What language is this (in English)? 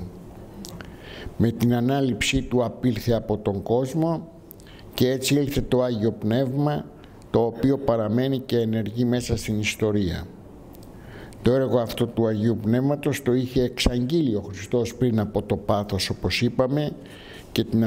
Greek